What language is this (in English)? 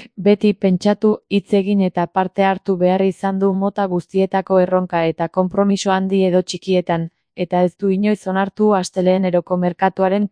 Basque